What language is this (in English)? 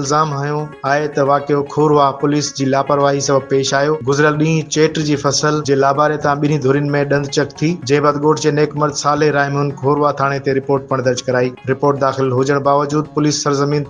Sindhi